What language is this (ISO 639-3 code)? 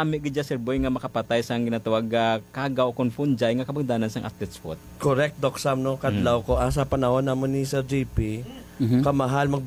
hil